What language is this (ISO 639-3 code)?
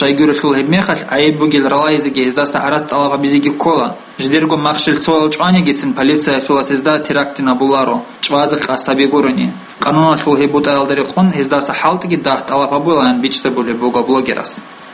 ava